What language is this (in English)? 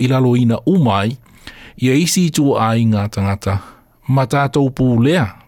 Samoan